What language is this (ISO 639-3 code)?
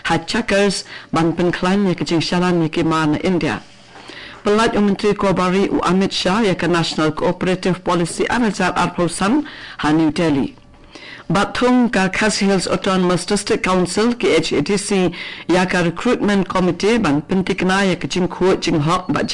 kha